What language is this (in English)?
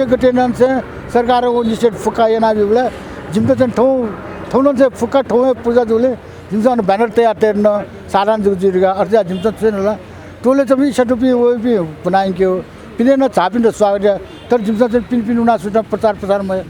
Newari